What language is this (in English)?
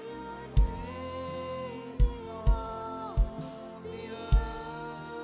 Marshallese